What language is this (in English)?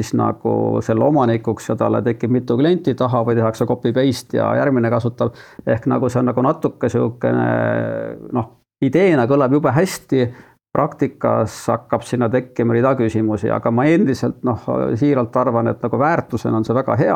Estonian